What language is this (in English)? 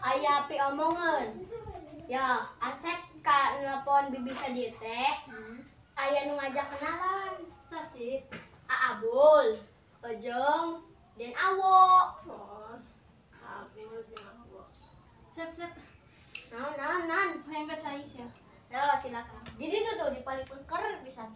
Sundanese